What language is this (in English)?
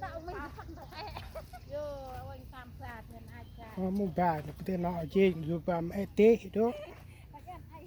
Central Mnong